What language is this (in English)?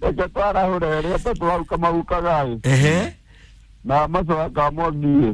Kikuyu